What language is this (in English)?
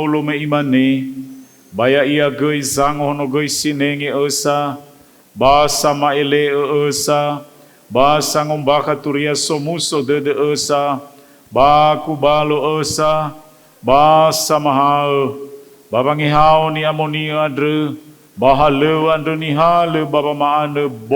Nias